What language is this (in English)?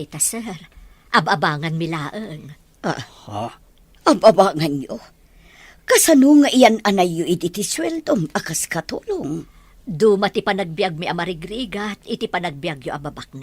Iloko